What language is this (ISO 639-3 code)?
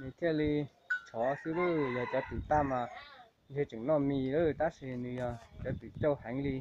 hmn